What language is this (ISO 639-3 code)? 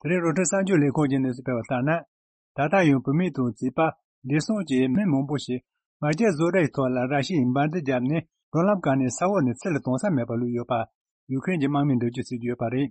bod